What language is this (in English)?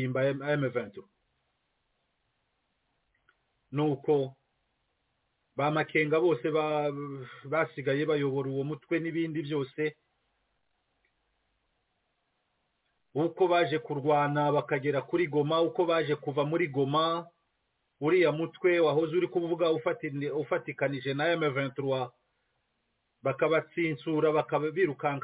Kinyarwanda